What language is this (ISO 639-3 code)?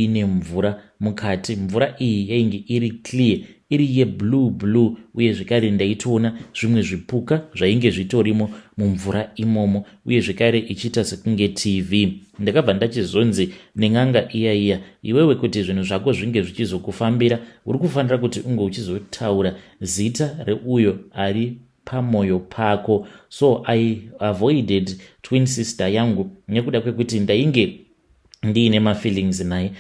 sna